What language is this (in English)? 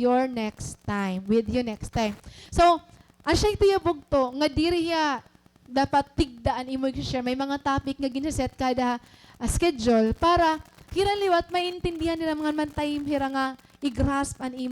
Waray